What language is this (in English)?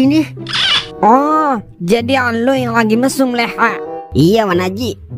Betawi